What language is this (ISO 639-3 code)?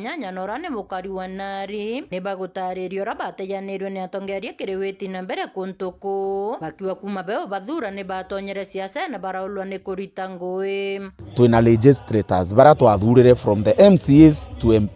mer